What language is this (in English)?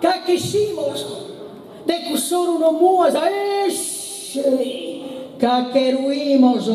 Sardinian